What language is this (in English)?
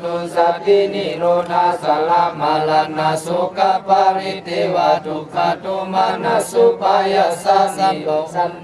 Pali